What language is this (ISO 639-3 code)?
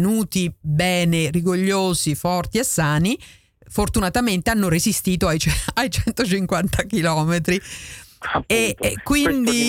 ita